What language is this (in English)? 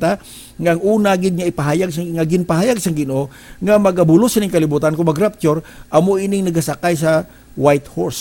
Hiligaynon